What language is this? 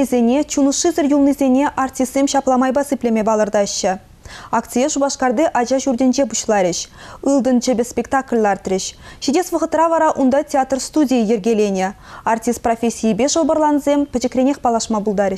Chuvash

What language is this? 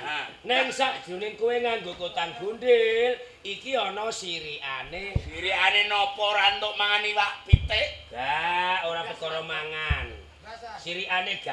Javanese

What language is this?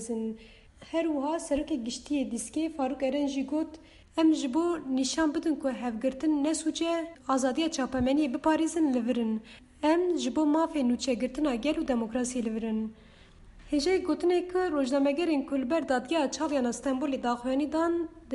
Kurdish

